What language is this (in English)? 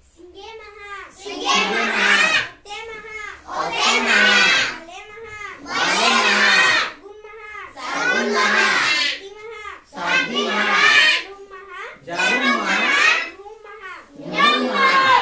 Santali